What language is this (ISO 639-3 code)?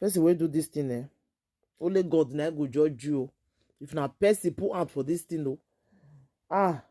pcm